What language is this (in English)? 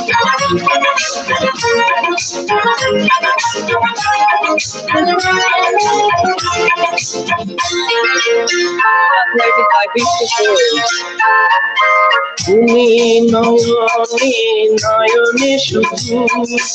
Bangla